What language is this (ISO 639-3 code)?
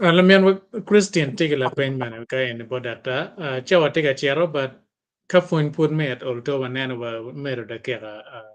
ach